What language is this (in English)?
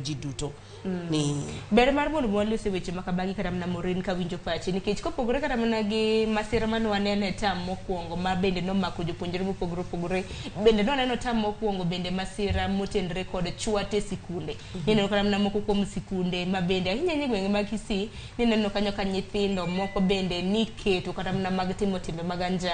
Luo (Kenya and Tanzania)